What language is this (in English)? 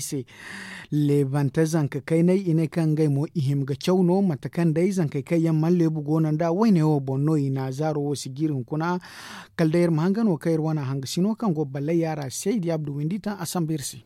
Zarma